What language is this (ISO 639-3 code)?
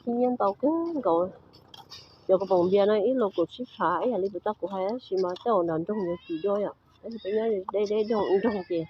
hmn